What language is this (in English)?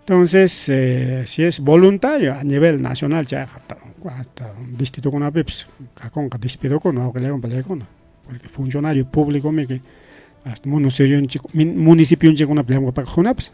Ayacucho Quechua